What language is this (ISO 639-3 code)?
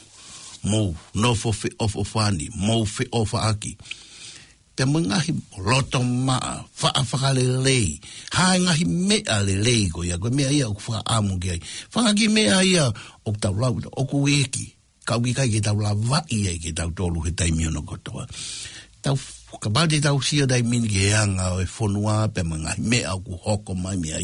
ton